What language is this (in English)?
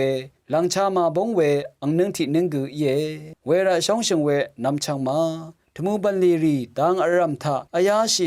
Rawang